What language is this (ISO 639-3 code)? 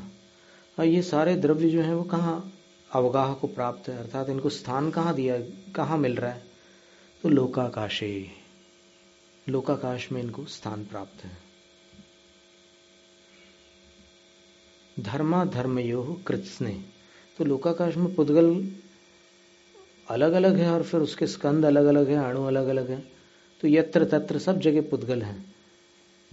hin